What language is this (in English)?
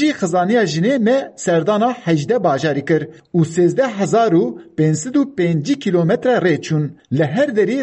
Kurdish